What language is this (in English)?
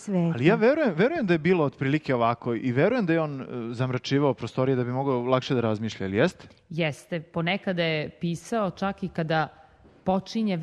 Serbian